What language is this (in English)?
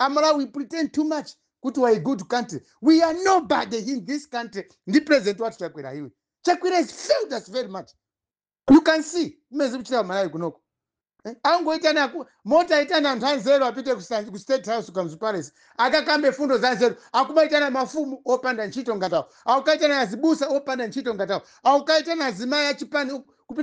Nyanja